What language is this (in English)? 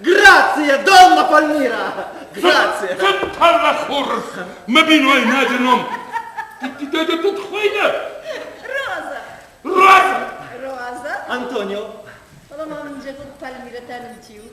Ossetic